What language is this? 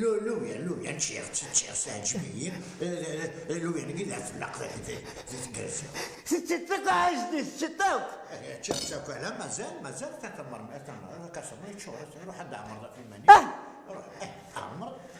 Kabyle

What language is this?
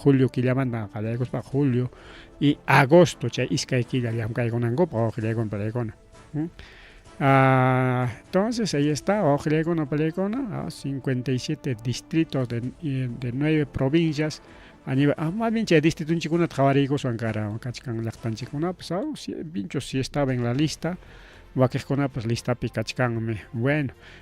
Ayacucho Quechua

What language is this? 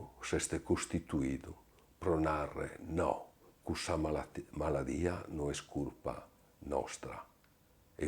Sardinian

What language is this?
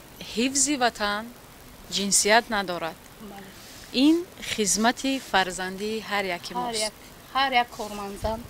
Tajik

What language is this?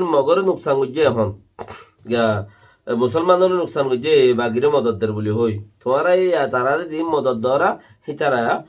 Rohingya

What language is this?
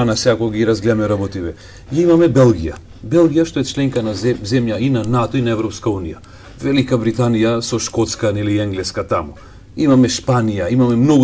Macedonian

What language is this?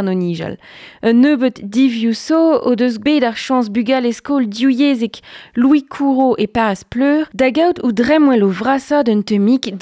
Breton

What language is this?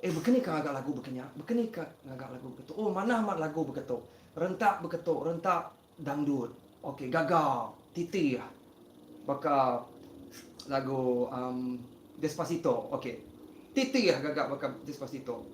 Iban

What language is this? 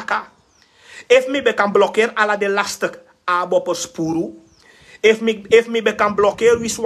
Sranan Tongo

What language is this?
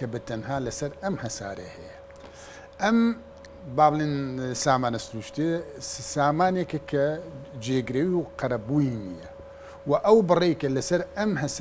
Central Kurdish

